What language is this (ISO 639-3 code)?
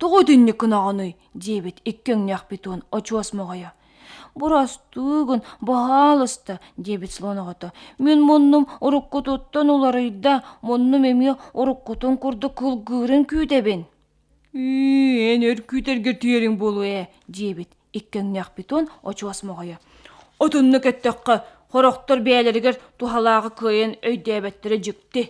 sah